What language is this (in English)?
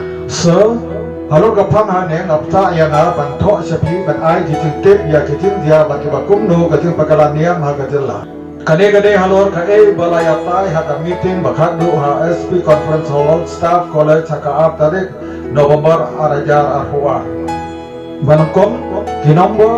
Khasi